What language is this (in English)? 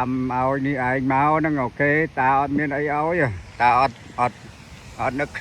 Khmer